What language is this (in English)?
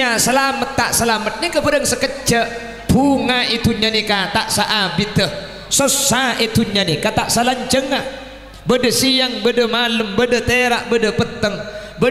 Madurese